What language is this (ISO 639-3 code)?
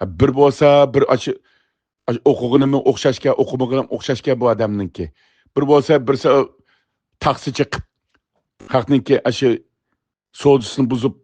uig